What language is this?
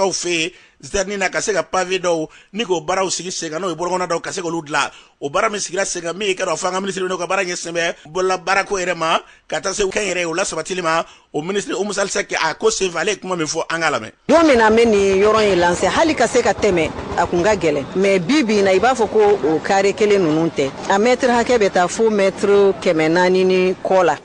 Bambara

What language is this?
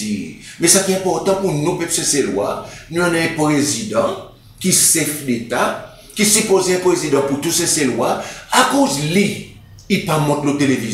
Seselwa Creole French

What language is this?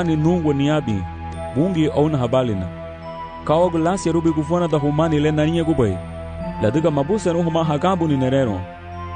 Garifuna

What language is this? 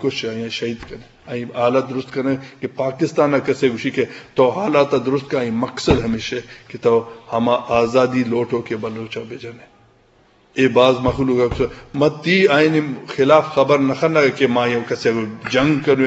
Eastern Balochi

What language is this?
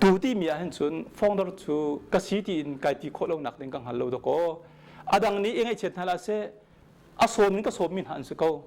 Hakha Chin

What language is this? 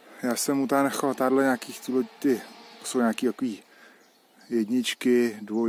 Czech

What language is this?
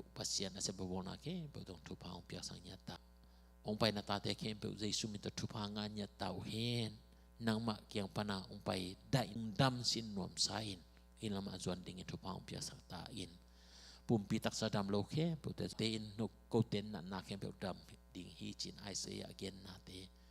Tedim Chin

